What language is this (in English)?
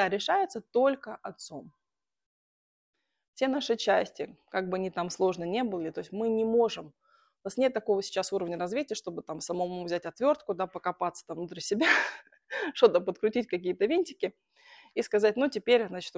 Russian